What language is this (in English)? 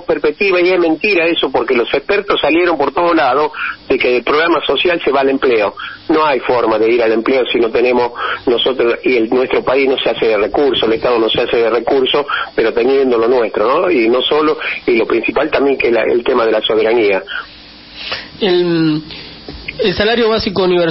Spanish